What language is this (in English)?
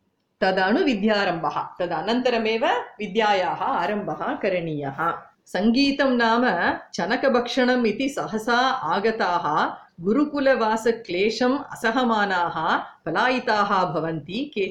Sanskrit